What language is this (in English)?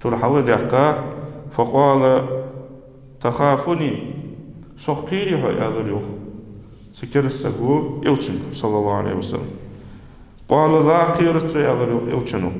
Ingush